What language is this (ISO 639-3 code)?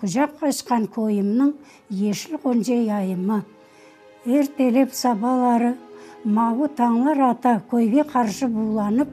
crh